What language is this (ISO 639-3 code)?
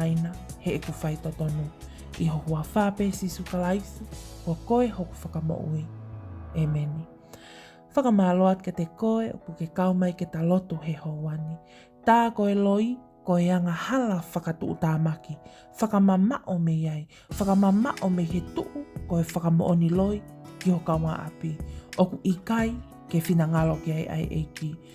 ton